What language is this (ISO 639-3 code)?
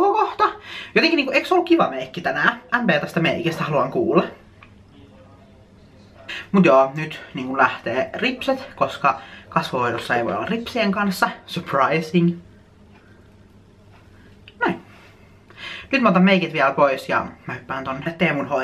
fin